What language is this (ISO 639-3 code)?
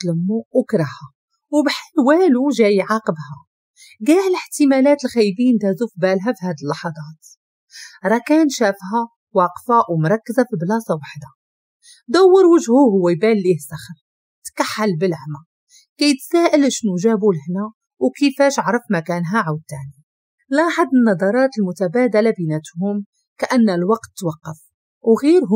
ary